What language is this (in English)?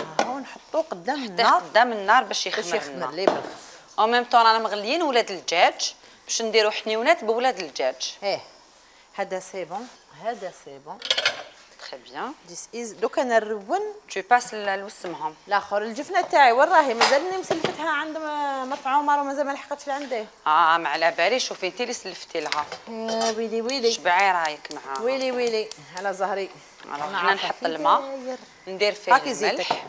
Algerian Arabic